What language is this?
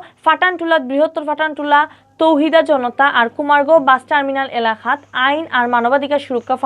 Sylheti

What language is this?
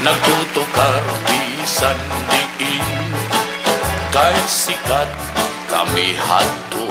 Waray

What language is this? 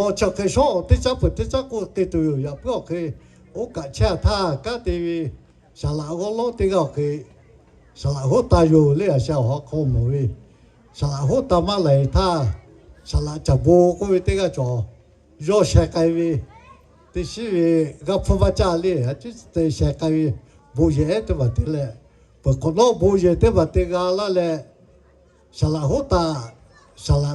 Lahu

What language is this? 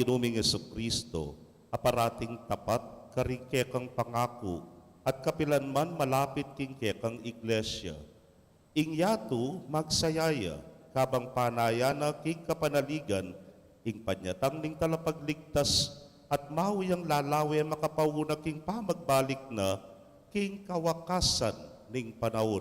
Pampanga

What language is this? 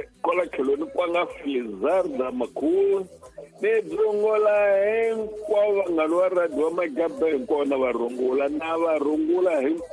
Tsonga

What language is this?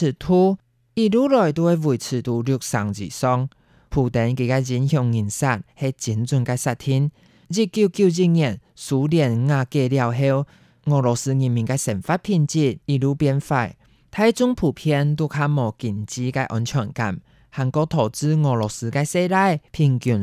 Hakka Chinese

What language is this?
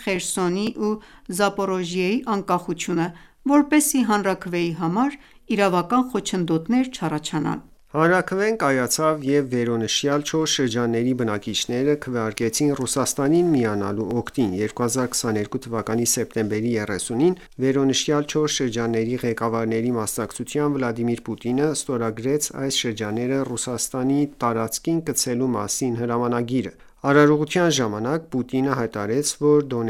Armenian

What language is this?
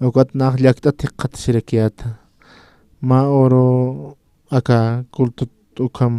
Aymara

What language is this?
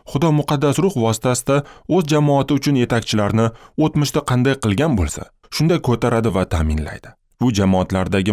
Uzbek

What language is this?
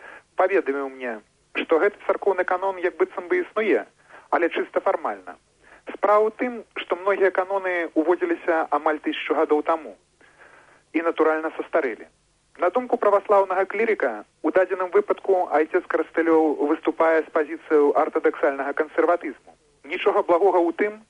Belarusian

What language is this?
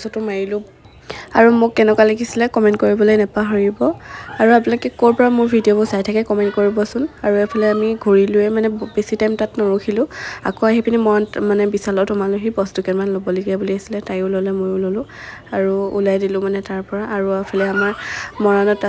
Assamese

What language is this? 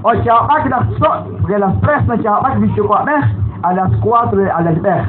Kekchí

